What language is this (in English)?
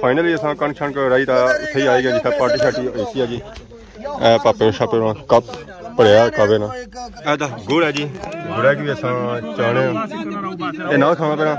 Pahari-Potwari